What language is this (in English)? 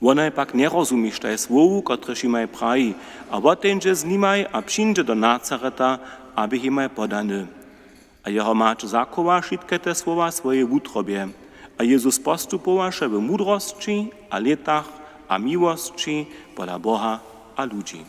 Upper Sorbian